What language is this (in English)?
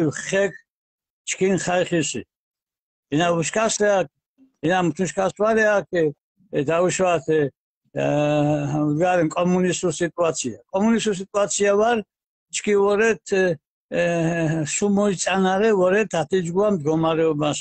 Mingrelian